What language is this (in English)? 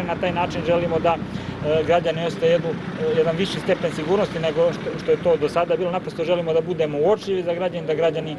Serbian